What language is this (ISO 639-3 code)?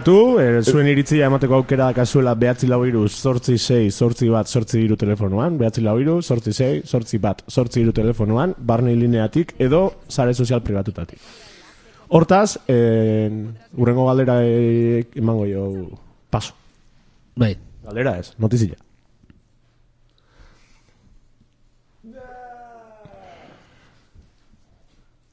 eus